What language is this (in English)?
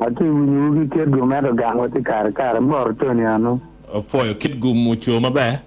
Acoli